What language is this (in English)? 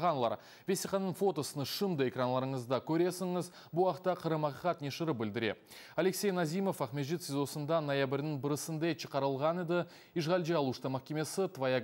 Crimean Tatar